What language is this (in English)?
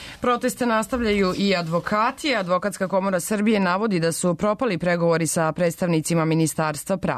Serbian